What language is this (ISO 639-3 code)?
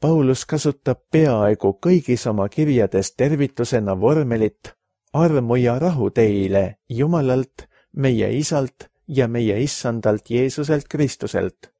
est